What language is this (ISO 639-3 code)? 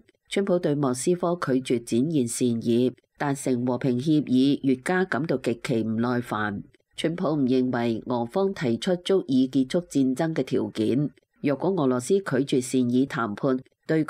yue